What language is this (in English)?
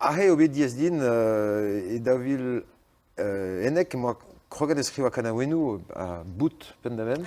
Breton